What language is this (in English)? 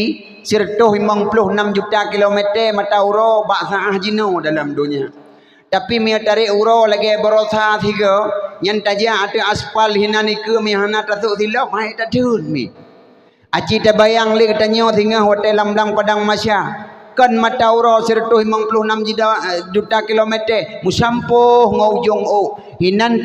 Achinese